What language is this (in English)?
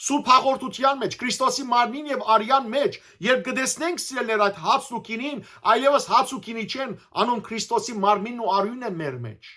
Western Armenian